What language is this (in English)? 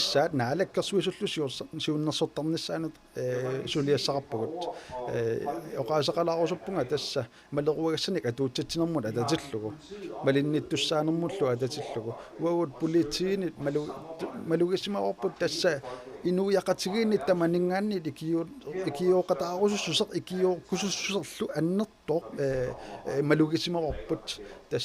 Kalaallisut